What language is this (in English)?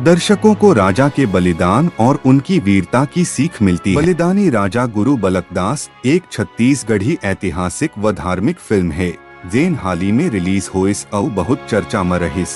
Chhattisgarhi